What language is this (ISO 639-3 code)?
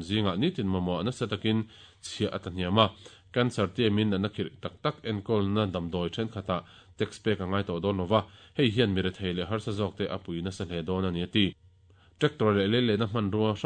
lus